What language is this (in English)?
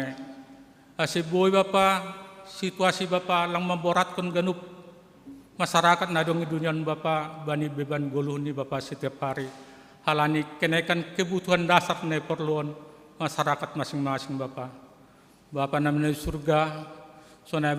Batak Simalungun